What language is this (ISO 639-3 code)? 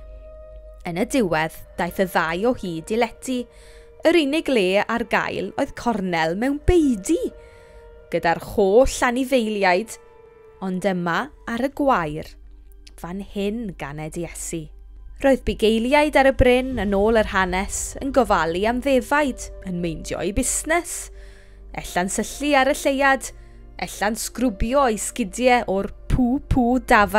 cym